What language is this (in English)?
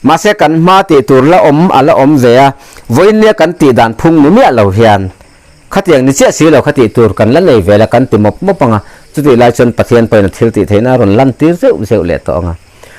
Mizo